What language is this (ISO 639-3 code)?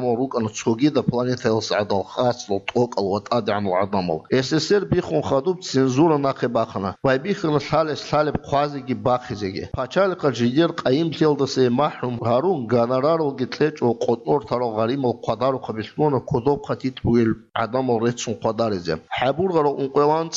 ava